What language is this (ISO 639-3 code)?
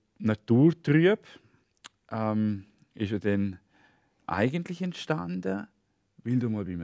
gsw